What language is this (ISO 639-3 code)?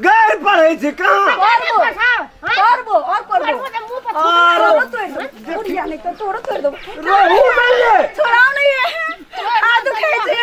mai